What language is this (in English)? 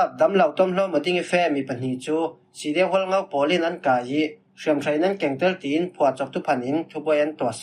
Falam Chin